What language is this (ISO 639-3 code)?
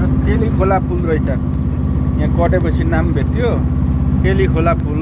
nep